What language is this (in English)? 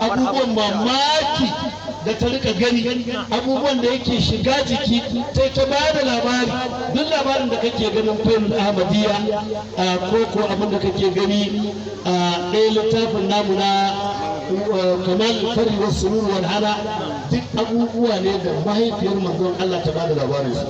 Hausa